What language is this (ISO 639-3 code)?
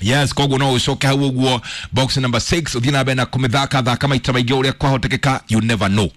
kik